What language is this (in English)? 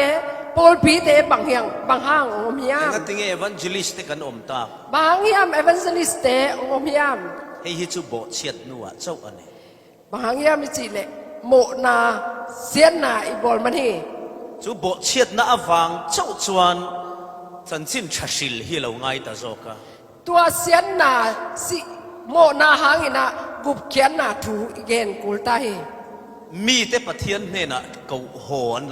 Falam Chin